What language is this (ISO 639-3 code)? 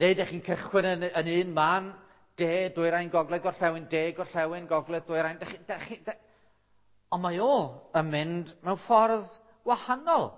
cym